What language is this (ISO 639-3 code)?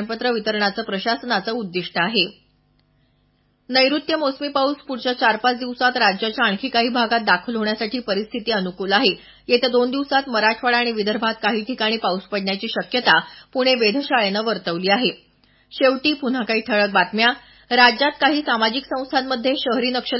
mar